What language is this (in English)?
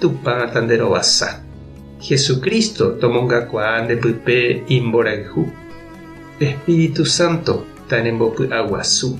Guarani